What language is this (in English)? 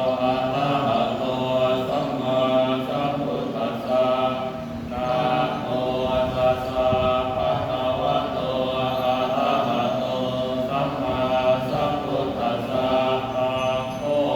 Pali